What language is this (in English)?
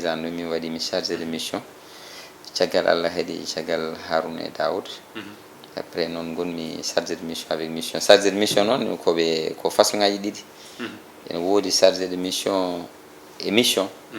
Fula